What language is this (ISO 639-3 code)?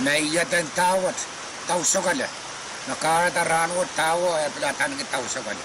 pon